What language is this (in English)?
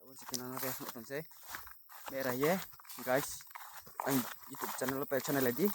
Riang (India)